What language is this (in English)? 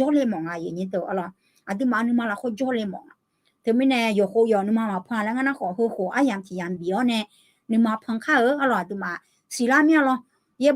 Akha